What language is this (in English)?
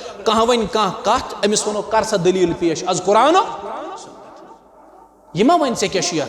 Kashmiri